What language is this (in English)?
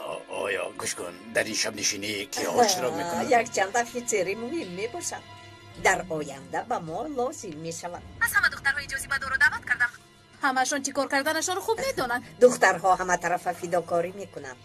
Tajik